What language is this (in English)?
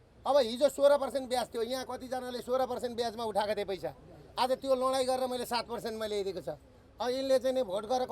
Nepali